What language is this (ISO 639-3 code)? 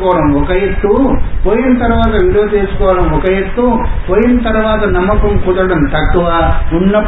tel